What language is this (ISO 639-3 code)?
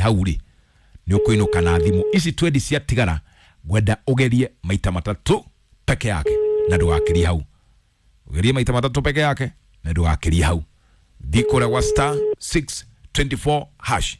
kik